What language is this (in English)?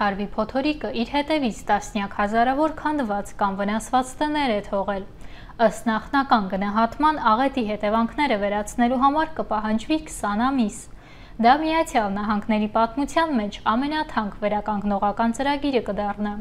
Armenian